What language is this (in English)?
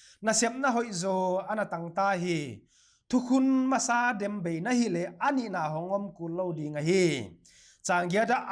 Paite Chin